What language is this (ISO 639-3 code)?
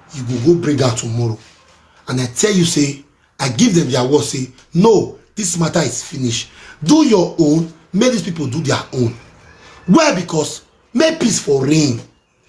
pcm